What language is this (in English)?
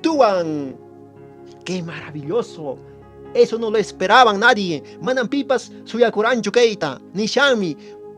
Quechua